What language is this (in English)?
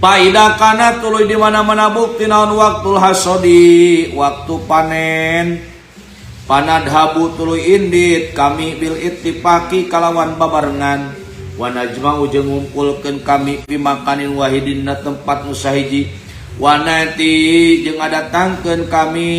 Sundanese